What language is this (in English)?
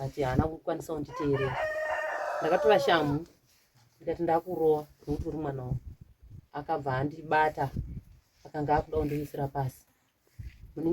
Shona